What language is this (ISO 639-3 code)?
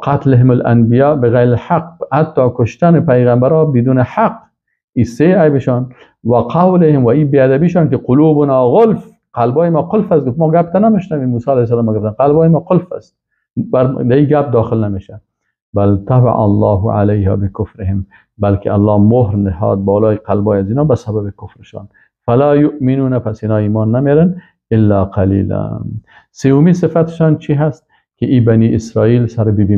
fas